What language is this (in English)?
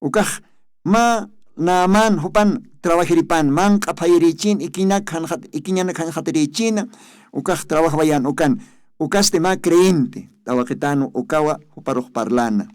Aymara